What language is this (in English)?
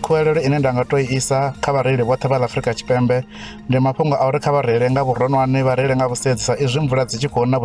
Venda